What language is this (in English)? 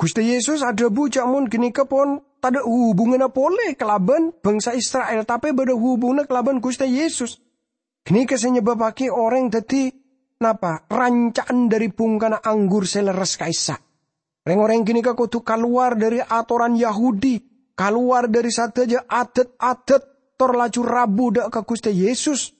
Madurese